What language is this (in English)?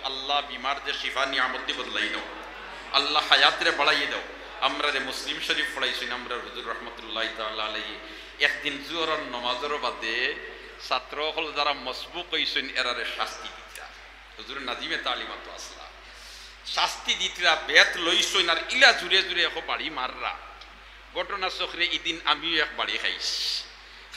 Sylheti